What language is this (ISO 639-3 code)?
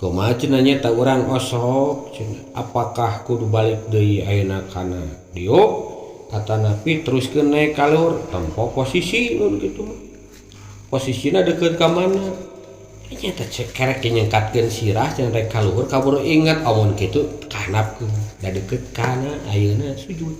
sun